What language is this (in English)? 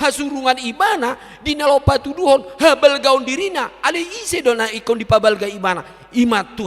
Batak Toba